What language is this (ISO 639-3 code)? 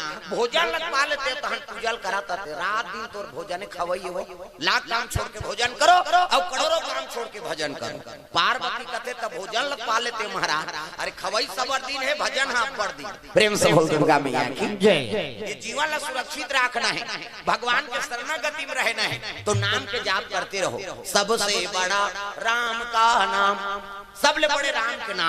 hne